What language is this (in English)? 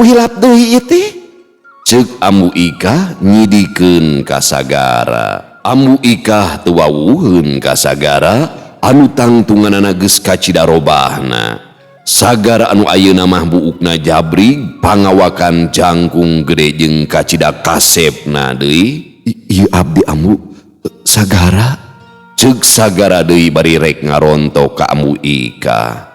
Sundanese